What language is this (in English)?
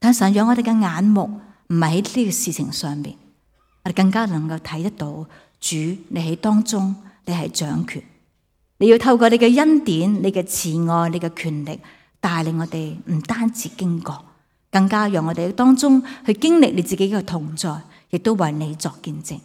Cantonese